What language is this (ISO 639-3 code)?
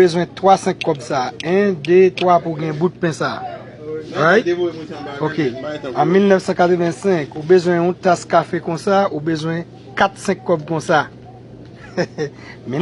hat